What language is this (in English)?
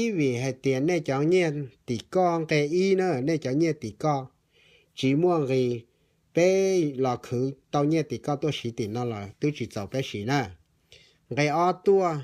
Hmong